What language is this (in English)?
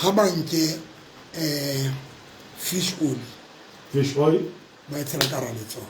Southern Sotho